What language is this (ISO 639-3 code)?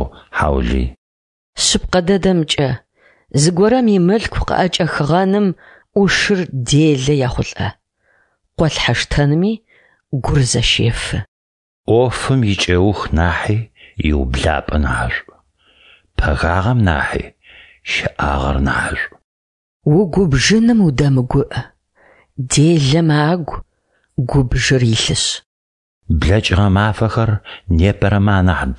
ady